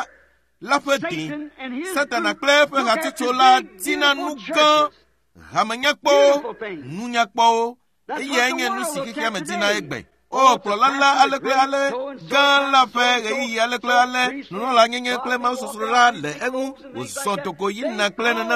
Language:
Ewe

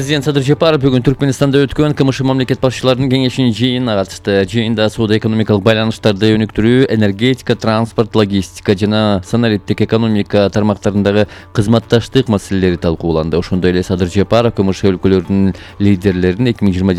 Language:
Kyrgyz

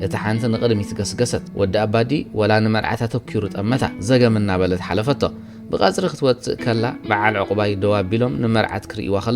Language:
Tigrinya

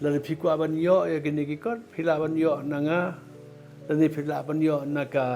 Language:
Khasi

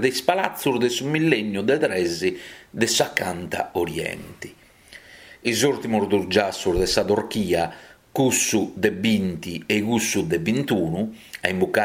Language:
Sardinian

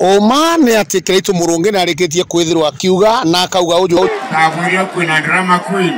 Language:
Meru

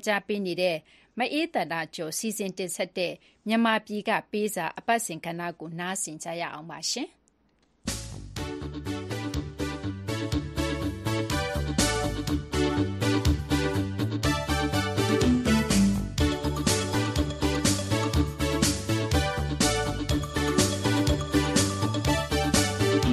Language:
Burmese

